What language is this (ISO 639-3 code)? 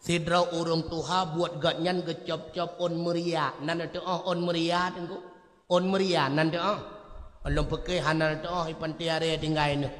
ace